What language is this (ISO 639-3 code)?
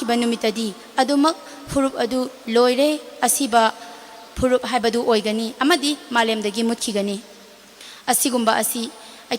mni